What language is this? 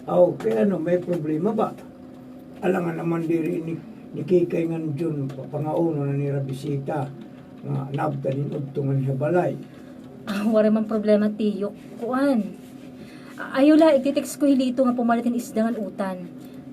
Waray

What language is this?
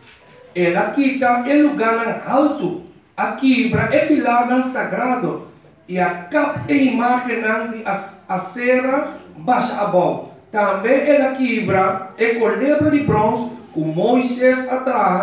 Papiamento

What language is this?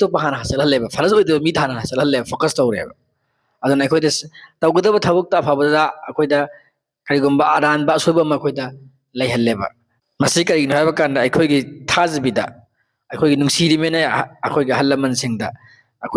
Manipuri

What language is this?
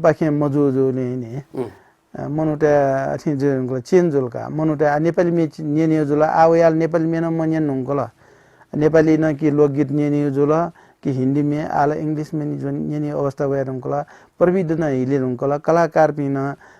Newari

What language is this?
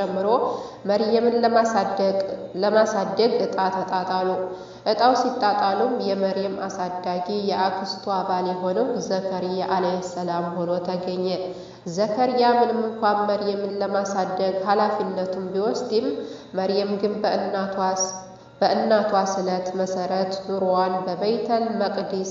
Amharic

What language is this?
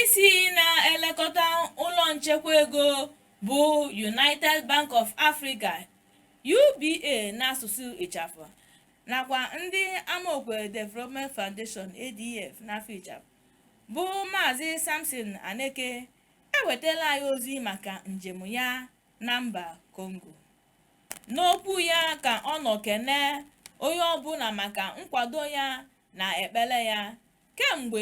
Igbo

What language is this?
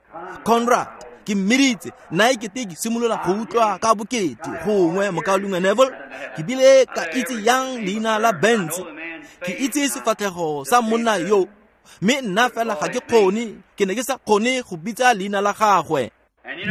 Tswana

